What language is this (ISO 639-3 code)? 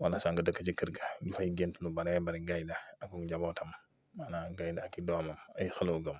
wol